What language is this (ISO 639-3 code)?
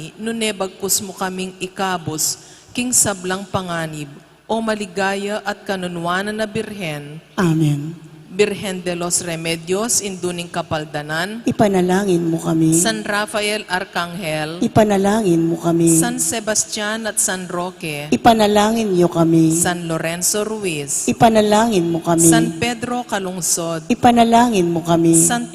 pam